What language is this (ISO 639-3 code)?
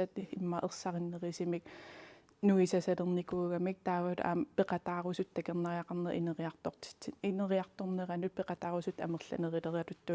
kal